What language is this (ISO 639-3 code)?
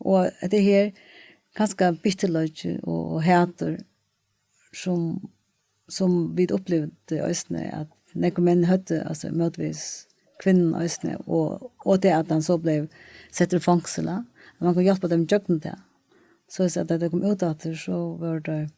fao